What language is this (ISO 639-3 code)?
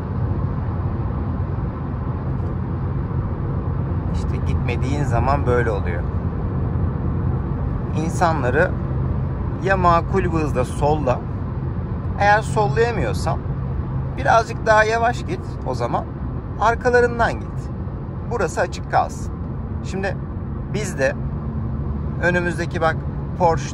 tur